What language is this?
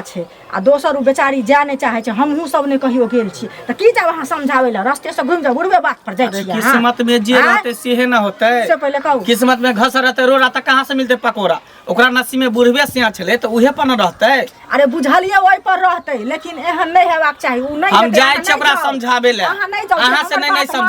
Maithili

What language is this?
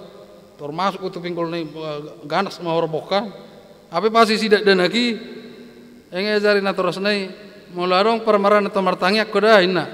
Batak Toba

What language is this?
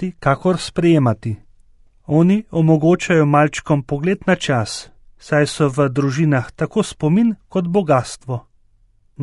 Slovenian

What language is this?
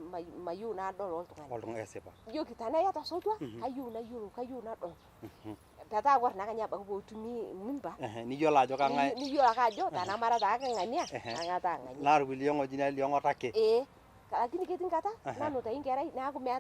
Masai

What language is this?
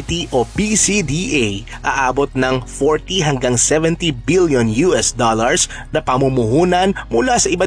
Filipino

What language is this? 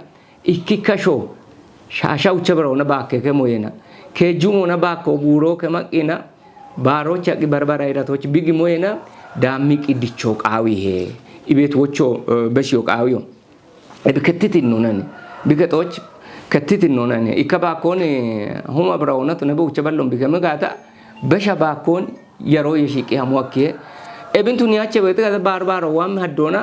Kafa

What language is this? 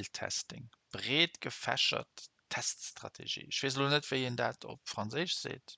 Luxembourgish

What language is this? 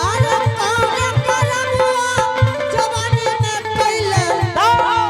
Angika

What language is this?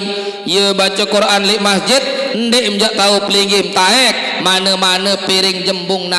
Sasak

